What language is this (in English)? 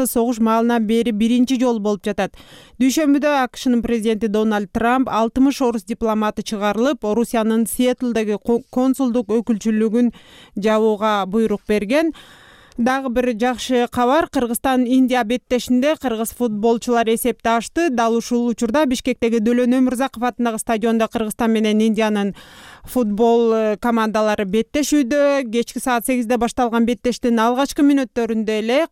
Kyrgyz